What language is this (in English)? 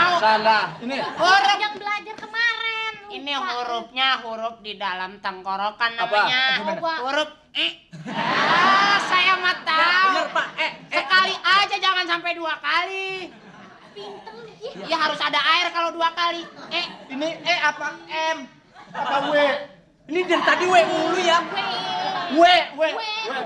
Betawi